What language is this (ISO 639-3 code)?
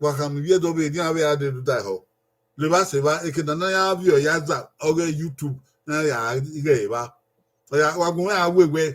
bin